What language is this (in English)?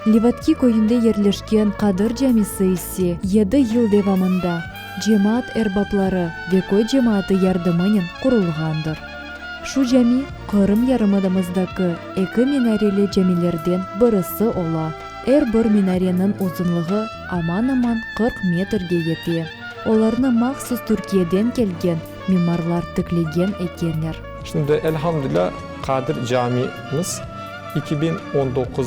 Crimean Tatar